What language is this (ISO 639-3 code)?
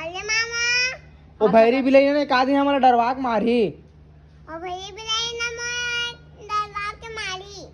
hne